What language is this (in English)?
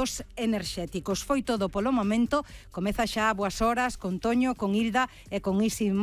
Galician